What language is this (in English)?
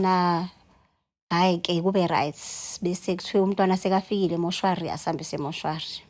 Zulu